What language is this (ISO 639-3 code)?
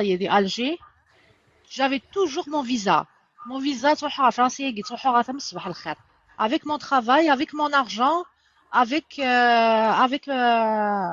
kab